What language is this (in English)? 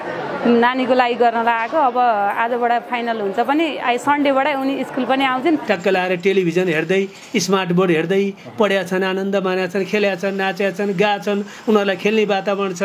Nepali